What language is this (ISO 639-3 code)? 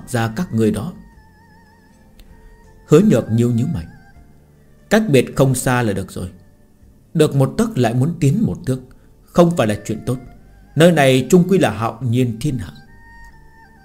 vie